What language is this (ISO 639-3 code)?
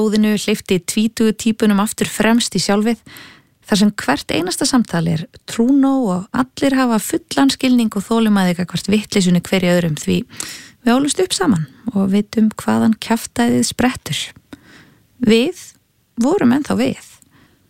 isl